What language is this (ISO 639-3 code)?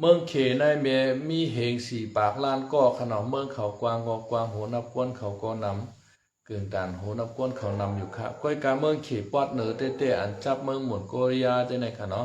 shn